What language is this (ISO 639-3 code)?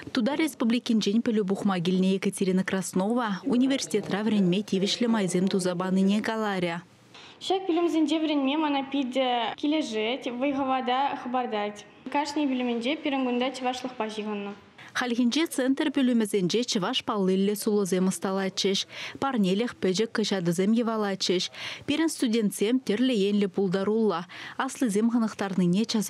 chv